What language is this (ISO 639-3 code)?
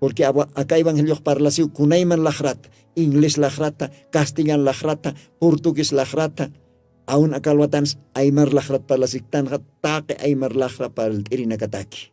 aym